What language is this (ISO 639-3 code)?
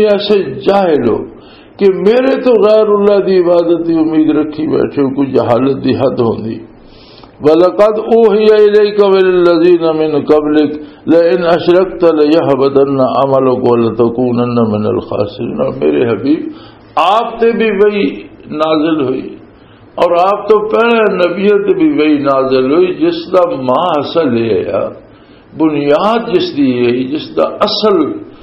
lah